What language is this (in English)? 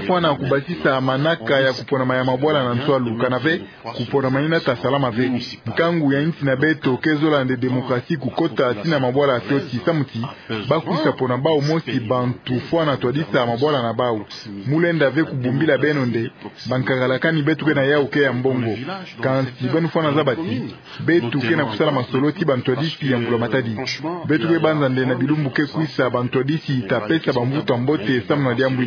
Kituba (Democratic Republic of Congo)